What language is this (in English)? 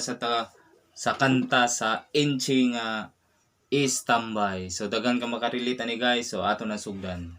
Cebuano